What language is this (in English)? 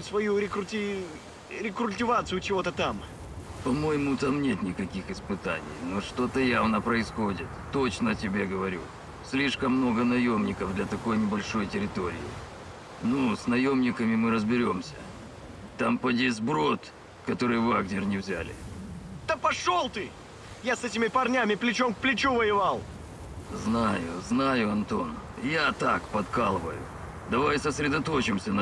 Russian